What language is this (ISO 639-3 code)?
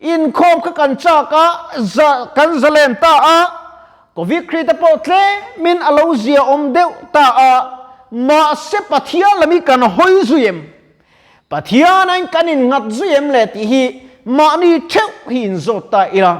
lus